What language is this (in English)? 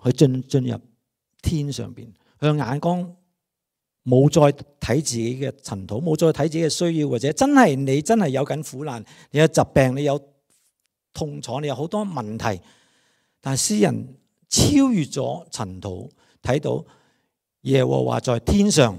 Cantonese